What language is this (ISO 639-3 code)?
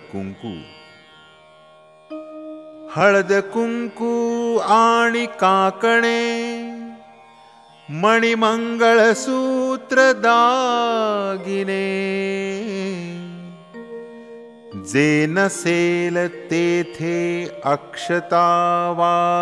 mar